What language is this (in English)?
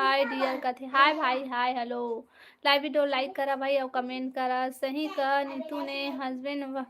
Chhattisgarhi